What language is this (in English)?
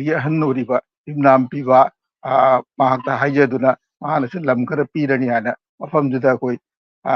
Manipuri